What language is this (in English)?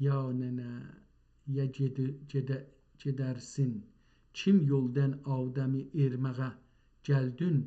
South Azerbaijani